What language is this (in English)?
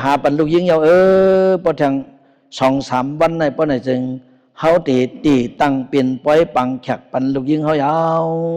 Shan